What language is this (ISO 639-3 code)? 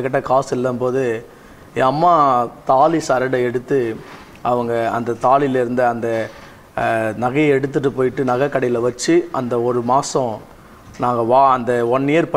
tam